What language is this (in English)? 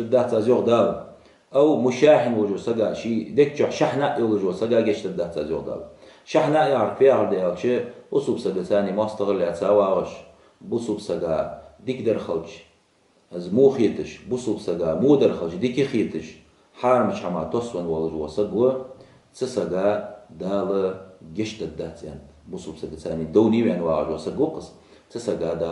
Ingush